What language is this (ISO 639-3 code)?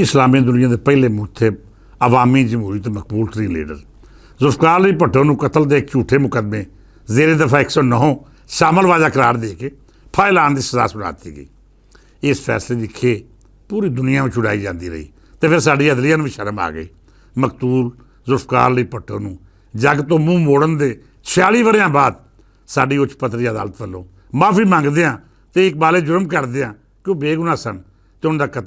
lah